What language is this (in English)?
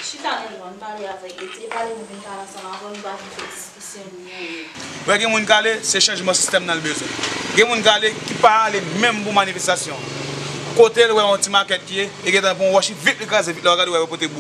Haitian Creole